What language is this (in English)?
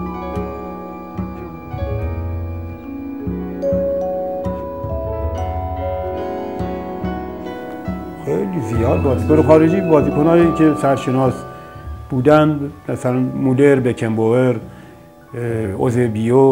Persian